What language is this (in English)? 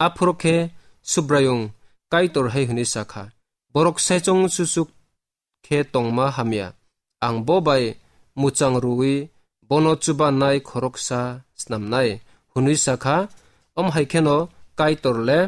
Kok Borok